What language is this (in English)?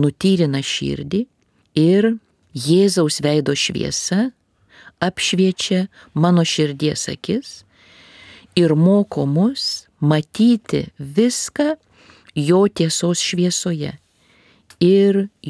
Lithuanian